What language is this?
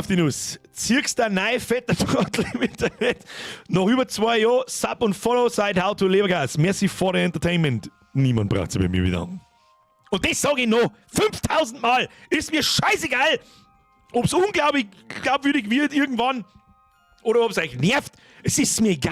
Bavarian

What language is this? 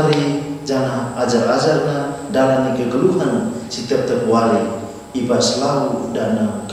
Batak Karo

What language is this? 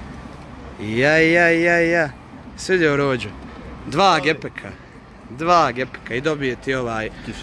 Croatian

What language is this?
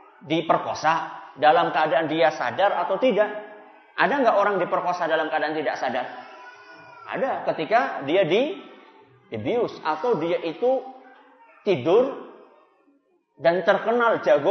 Indonesian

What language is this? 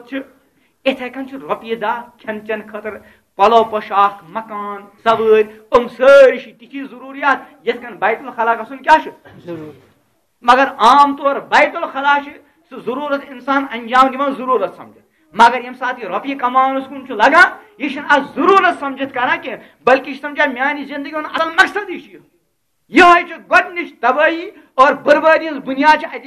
Kashmiri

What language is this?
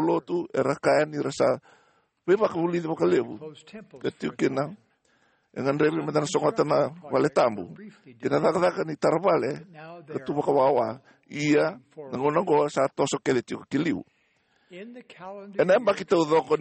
Fijian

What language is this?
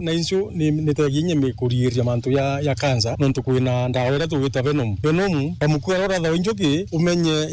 Meru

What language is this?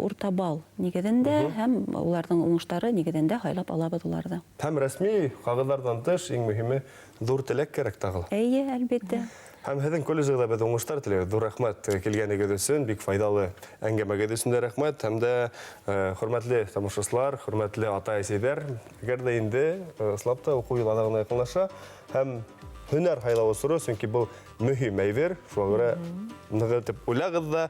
Bashkir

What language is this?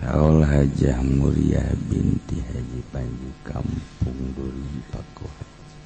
Sundanese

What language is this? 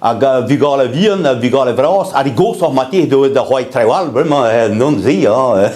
Breton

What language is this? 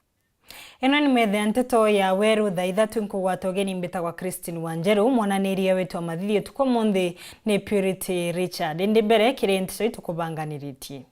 Meru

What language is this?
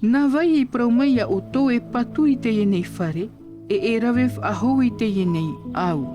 Tahitian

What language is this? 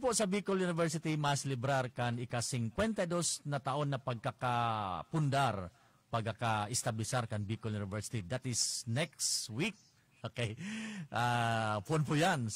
Bikol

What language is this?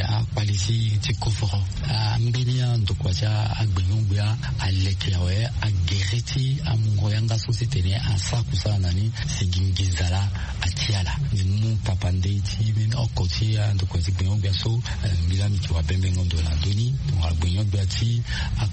Sango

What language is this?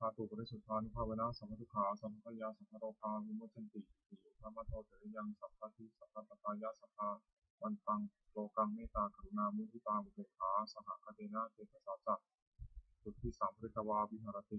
Pali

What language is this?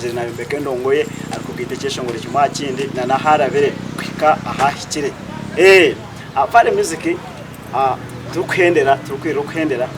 Nyankole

